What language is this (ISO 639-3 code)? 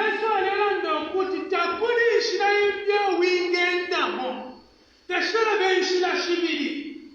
bem